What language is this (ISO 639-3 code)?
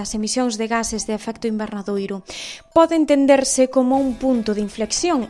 glg